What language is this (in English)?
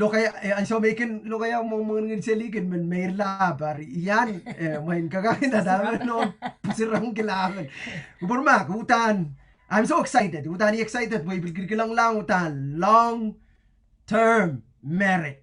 Pohnpeian